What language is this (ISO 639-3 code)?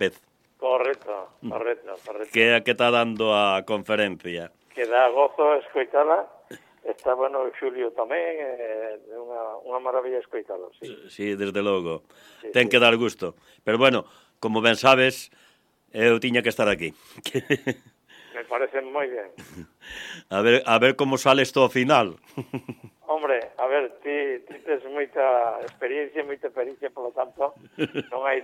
glg